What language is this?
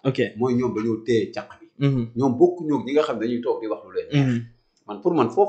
Wolof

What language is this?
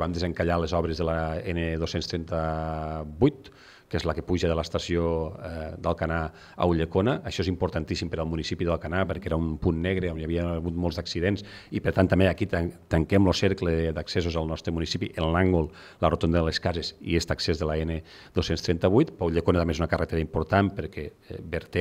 Catalan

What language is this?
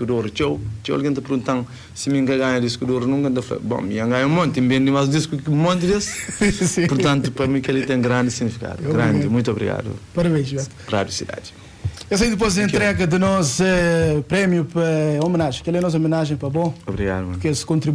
Kabuverdianu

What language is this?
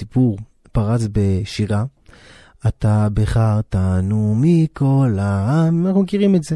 Hebrew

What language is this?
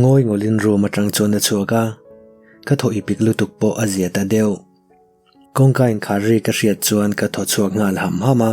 Mizo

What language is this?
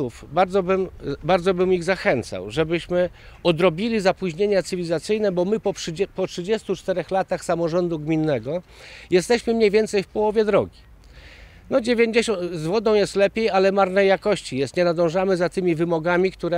Polish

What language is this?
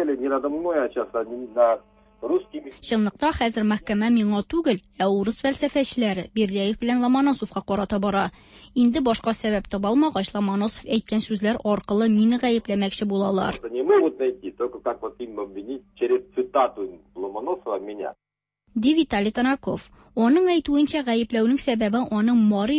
Tatar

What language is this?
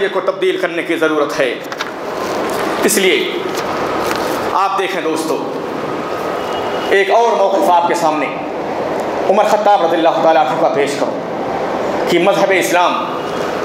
Urdu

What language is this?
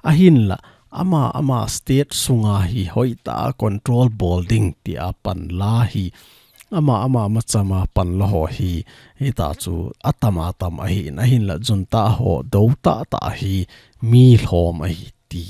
Thado Chin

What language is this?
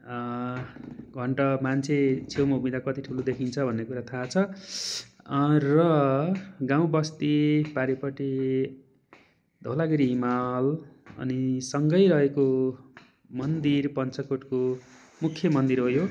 Nepali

